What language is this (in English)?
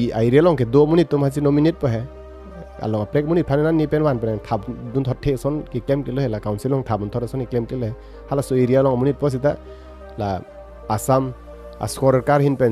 Karbi